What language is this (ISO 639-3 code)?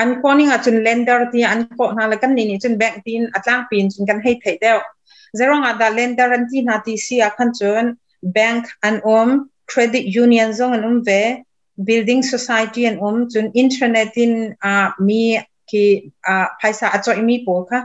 cnh